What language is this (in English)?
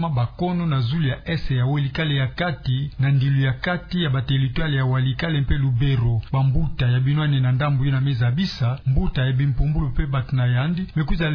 Kituba (Democratic Republic of Congo)